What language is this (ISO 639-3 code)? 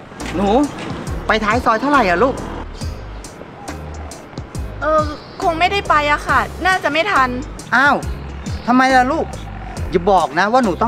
tha